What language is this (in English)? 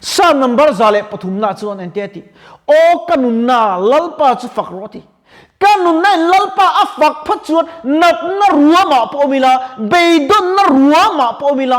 Mizo